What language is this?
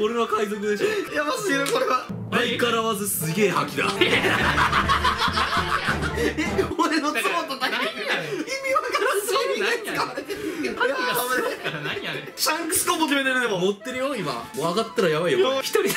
Japanese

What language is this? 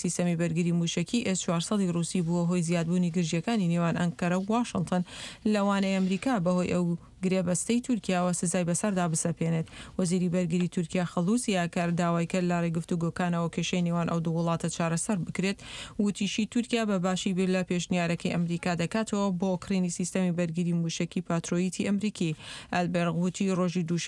Central Kurdish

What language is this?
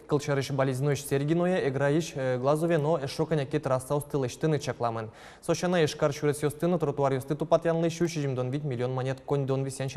Udmurt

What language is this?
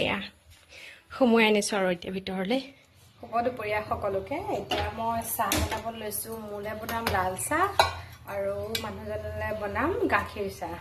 Assamese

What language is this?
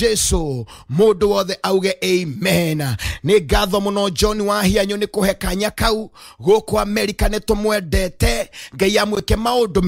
Kikuyu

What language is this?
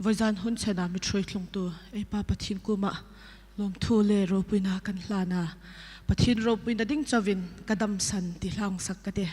Hmar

